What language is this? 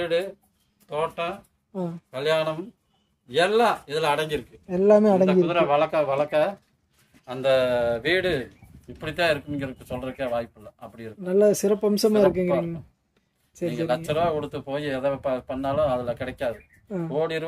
Tamil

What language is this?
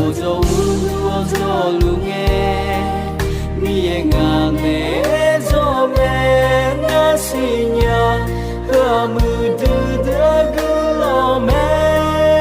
Akha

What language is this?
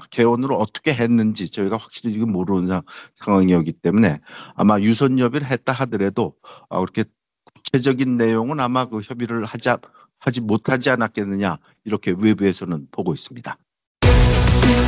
Korean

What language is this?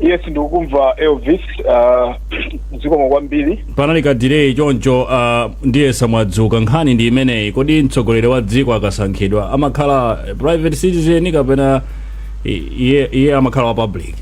Nyanja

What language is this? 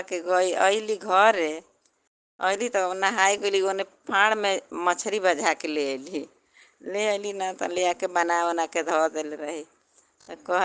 Bhojpuri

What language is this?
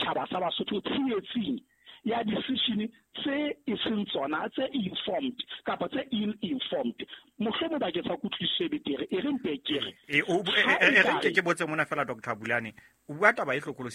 Southern Sotho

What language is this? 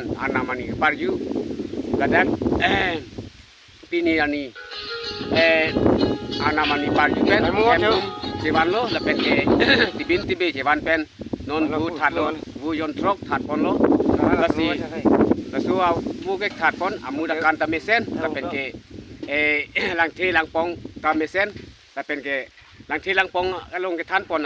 Karbi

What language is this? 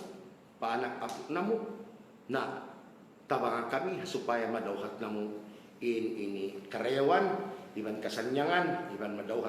Tausug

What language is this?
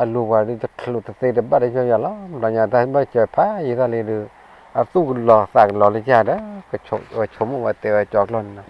S'gaw Karen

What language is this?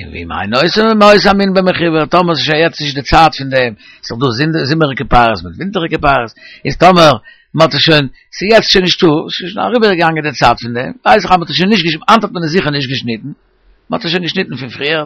Yiddish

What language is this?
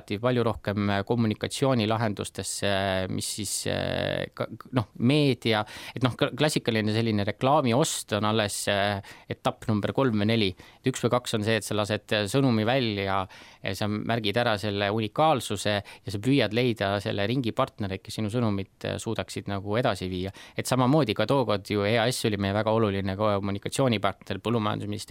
Estonian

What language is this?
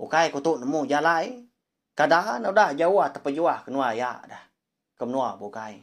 Iban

